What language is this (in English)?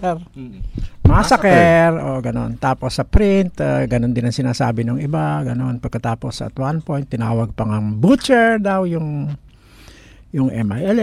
Filipino